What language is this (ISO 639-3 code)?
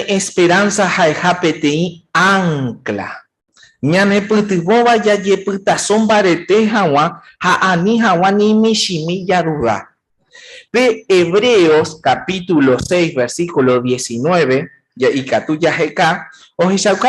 grn